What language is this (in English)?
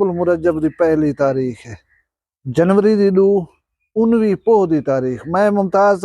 Saraiki